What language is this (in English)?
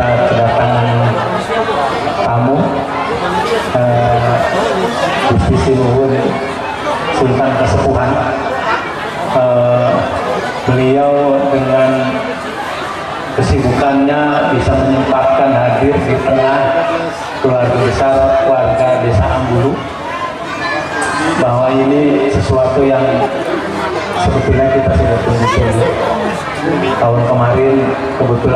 Indonesian